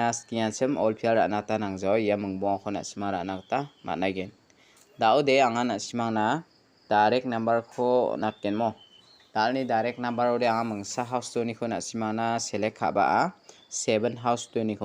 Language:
Garo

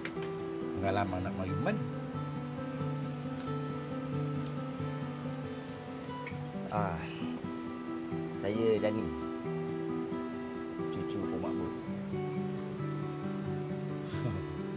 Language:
Malay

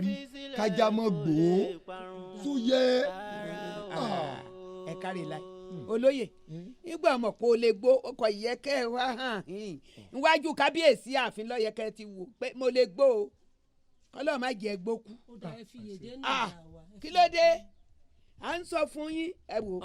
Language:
Yoruba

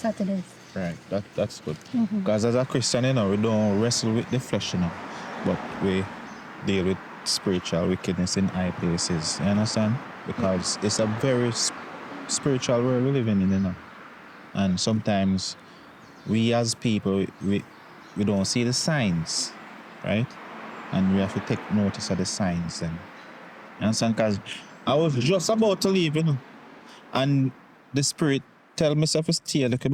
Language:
Jamaican Creole English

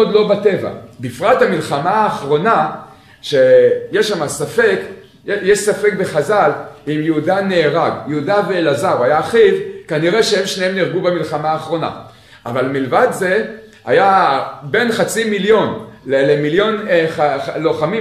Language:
Hebrew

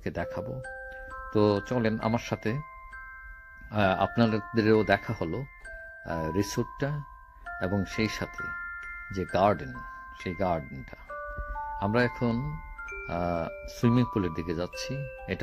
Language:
Bangla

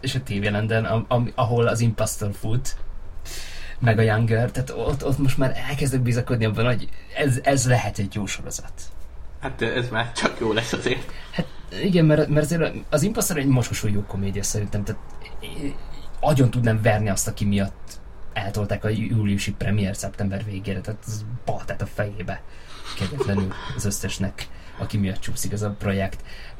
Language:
Hungarian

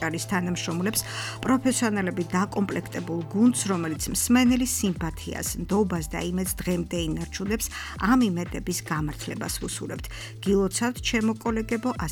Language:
Georgian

